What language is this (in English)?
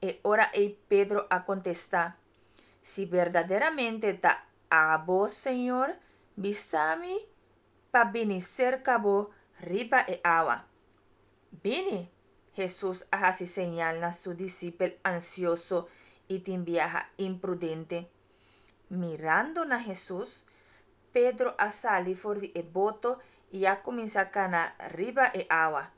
Papiamento